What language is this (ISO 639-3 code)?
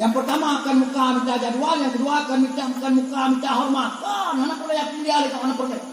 ace